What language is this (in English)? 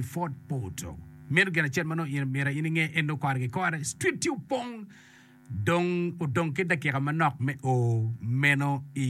Acoli